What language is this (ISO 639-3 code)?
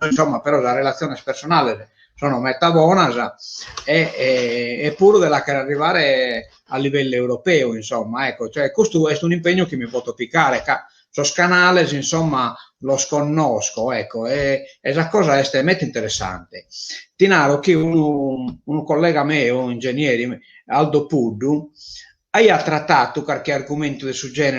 srd